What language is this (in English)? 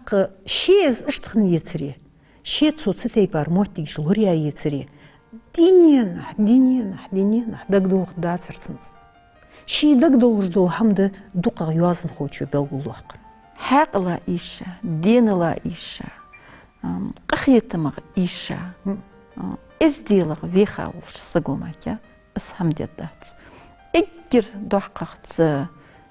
Ingush